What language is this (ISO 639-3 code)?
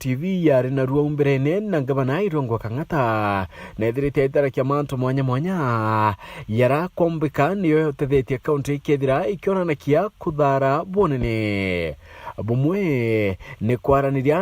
mer